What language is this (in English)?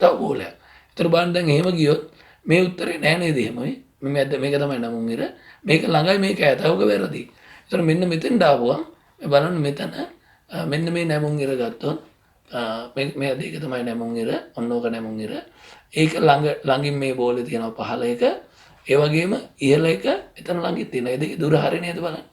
Sinhala